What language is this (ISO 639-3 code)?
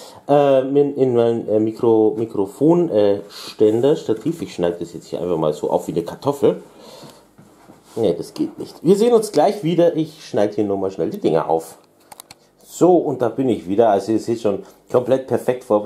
deu